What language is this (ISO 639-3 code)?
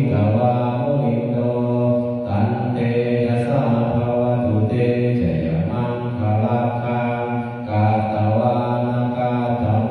pli